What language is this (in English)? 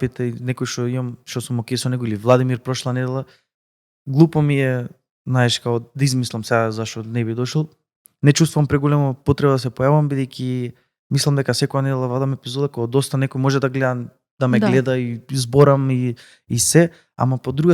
Macedonian